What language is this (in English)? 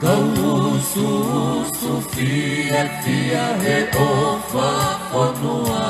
Tongan